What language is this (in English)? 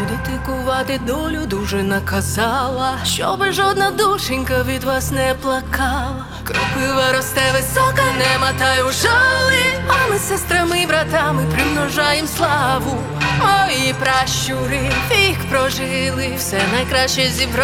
Ukrainian